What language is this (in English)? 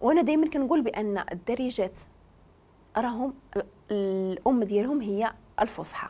Moroccan Arabic